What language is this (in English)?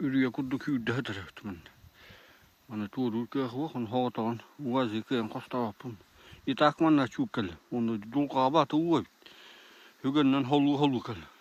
Yakut